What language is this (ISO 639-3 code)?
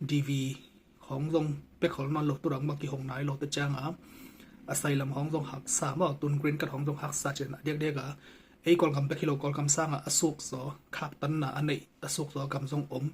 ctd